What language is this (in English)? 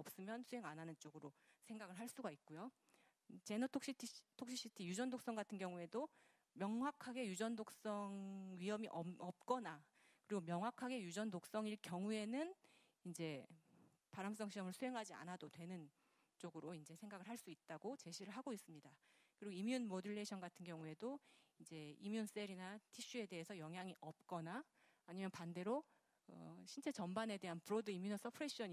Korean